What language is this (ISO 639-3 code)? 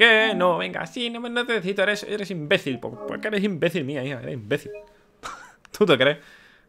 spa